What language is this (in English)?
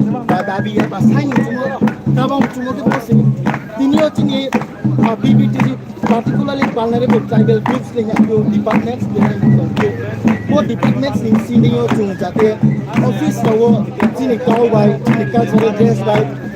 Riang (India)